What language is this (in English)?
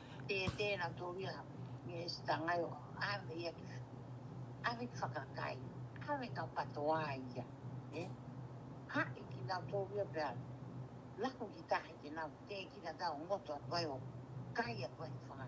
Tongan